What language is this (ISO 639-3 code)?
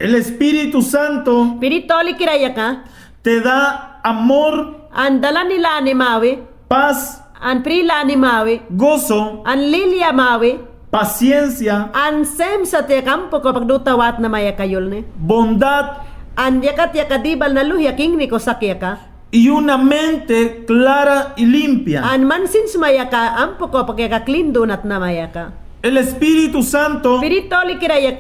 yan